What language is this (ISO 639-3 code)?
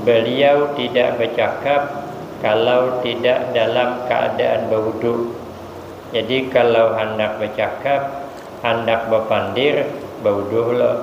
bjn